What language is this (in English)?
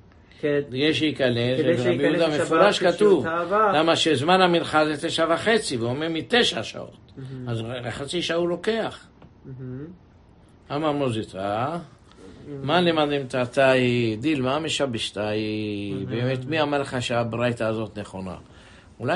Hebrew